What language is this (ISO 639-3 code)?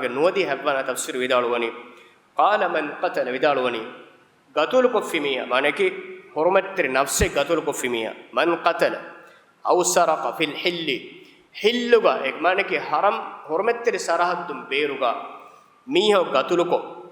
div